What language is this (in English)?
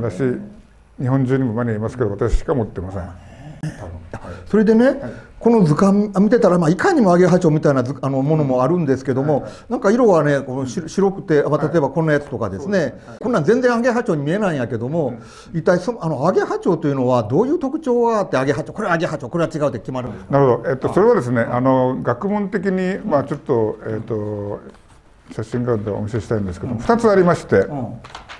Japanese